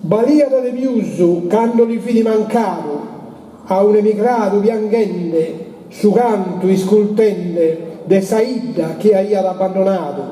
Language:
Sardinian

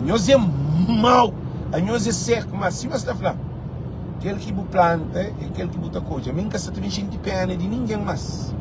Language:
Kabuverdianu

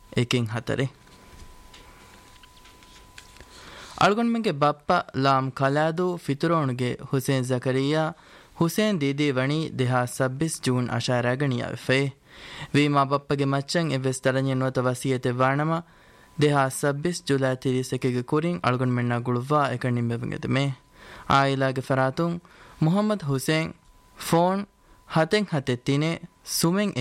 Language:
Divehi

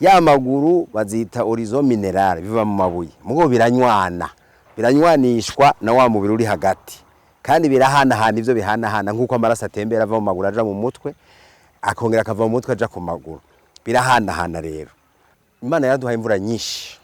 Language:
Rundi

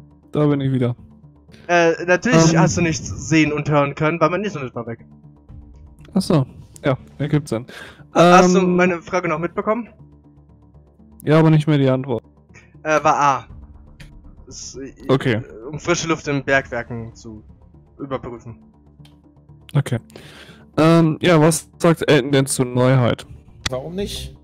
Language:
German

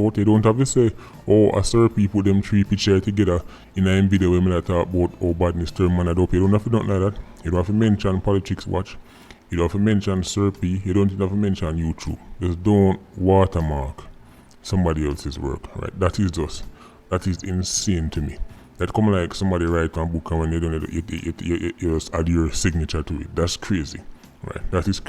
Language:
Jamaican Creole English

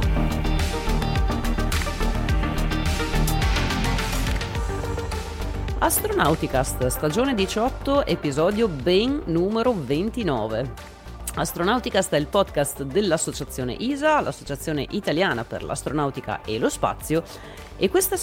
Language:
Italian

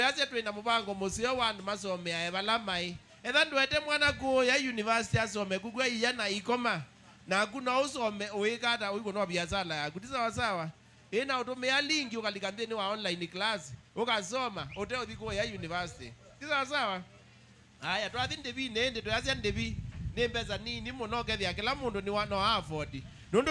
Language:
Kamba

